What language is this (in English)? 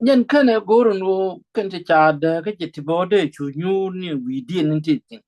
Nuer